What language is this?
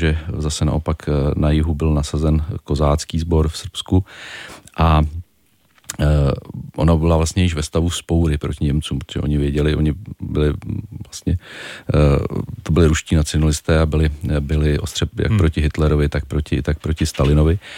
Czech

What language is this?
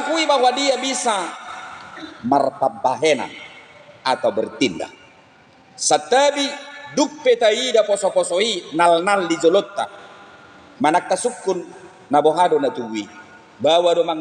Batak Toba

